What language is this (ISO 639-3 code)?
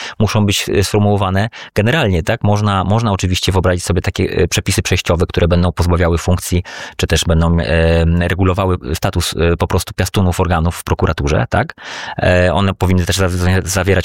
pol